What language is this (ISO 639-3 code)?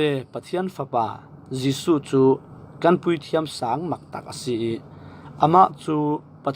cfm